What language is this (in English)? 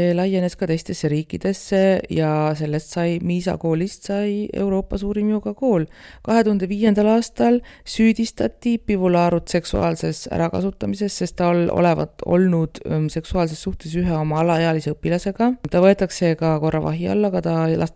Estonian